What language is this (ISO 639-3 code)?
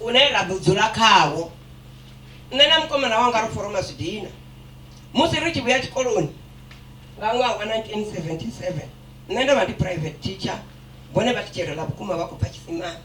ven